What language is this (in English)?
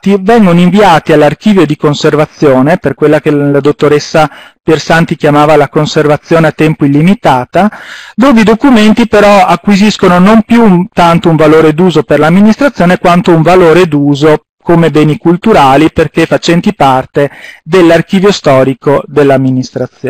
Italian